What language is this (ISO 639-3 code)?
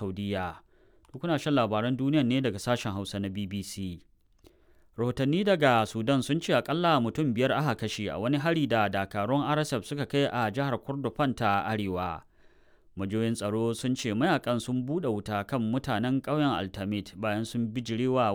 hau